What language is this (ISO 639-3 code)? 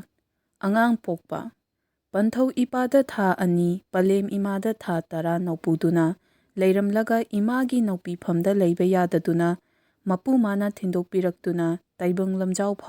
mni